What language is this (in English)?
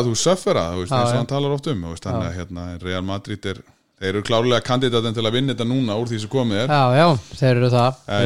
Icelandic